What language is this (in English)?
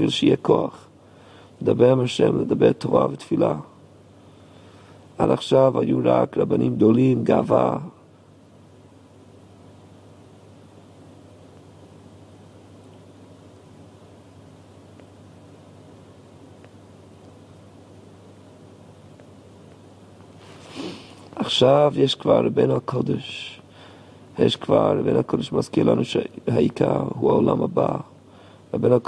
Hebrew